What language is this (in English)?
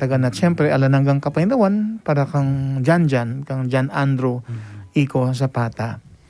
Pampanga